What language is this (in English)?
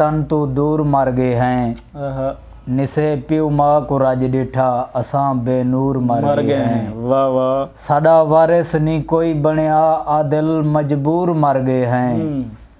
Saraiki